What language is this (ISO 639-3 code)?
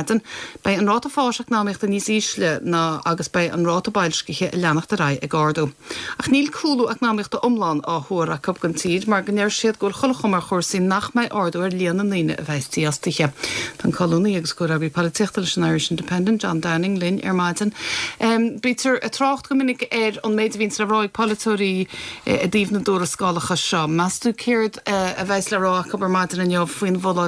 gle